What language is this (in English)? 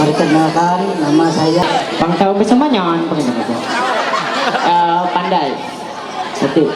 Ma'anyan